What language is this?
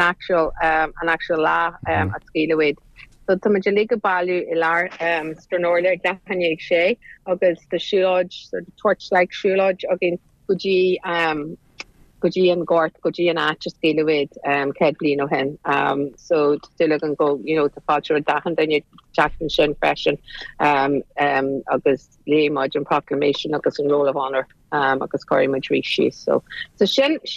Irish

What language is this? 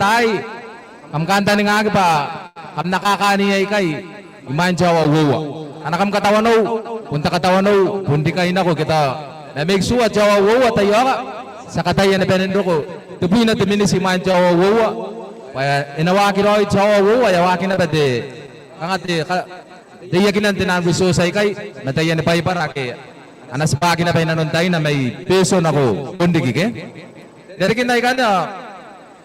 Gilbertese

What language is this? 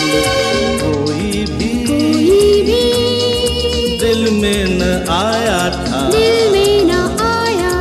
Hindi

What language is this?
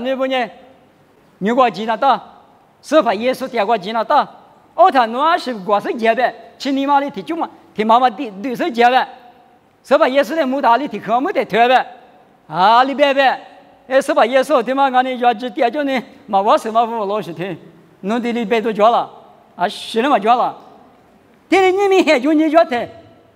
Lisu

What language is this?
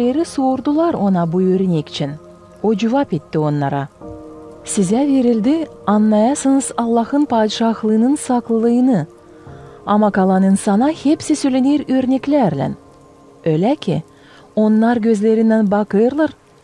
Gagauz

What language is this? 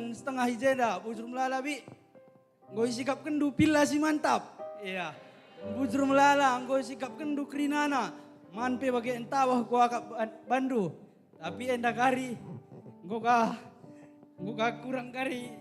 Batak Karo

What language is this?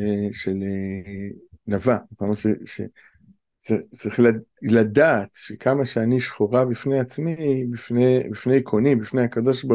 Hebrew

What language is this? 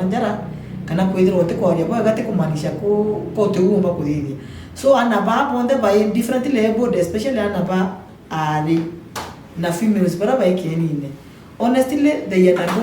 Meru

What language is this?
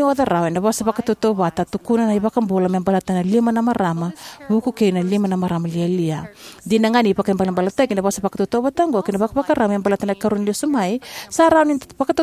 Fijian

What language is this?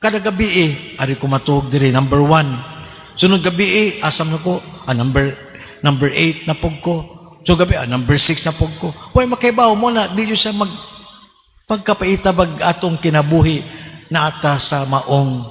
Cebuano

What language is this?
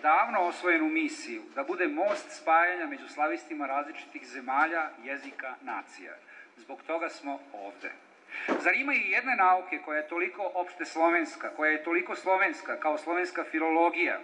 Serbian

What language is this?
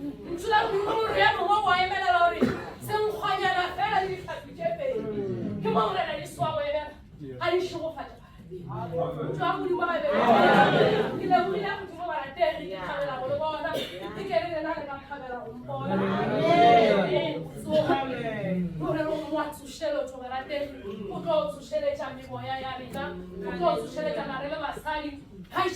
Northern Sotho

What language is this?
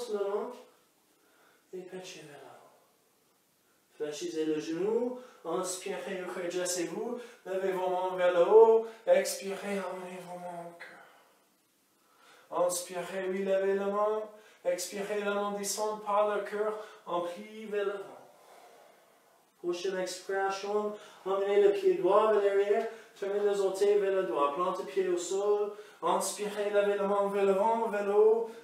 French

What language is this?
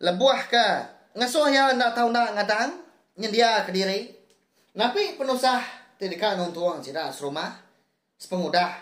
Iban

